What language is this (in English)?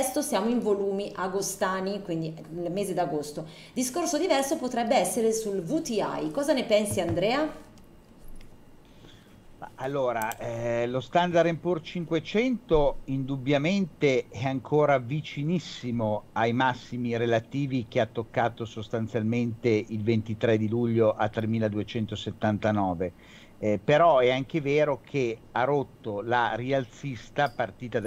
Italian